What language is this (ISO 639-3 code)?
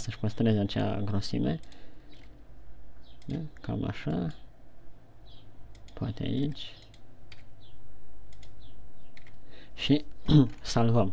ron